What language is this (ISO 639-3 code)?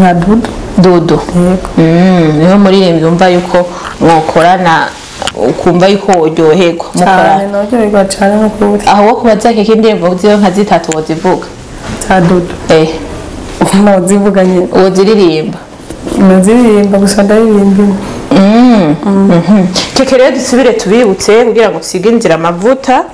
run